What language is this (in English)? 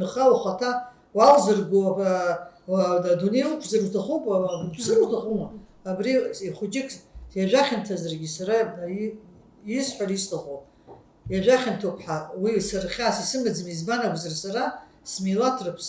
Abkhazian